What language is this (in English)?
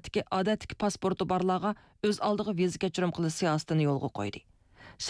Uyghur